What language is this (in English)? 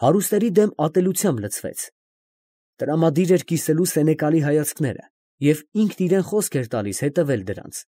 Armenian